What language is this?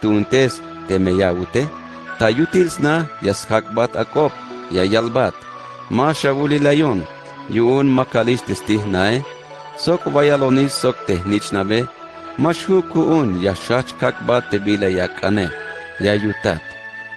Tzeltal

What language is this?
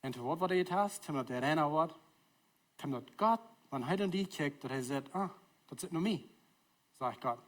Plautdietsch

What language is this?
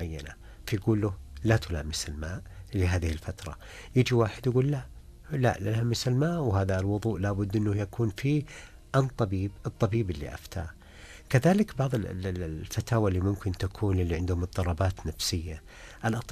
Najdi Arabic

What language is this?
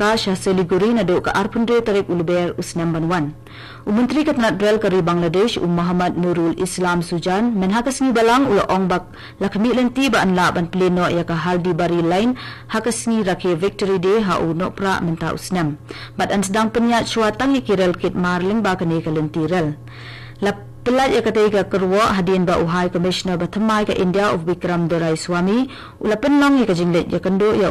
Khasi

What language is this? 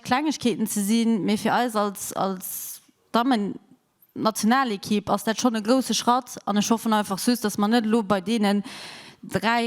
Luxembourgish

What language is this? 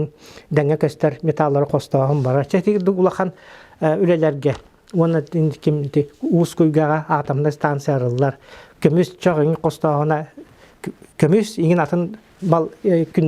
Yakut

